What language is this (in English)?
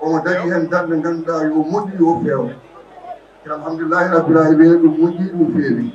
Fula